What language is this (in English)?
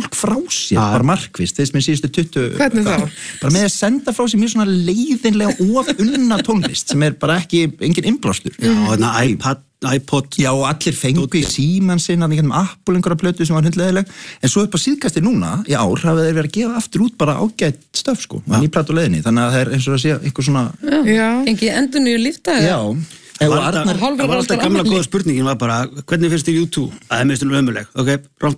Icelandic